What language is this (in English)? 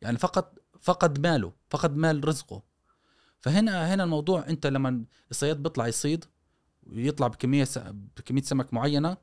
Gulf Arabic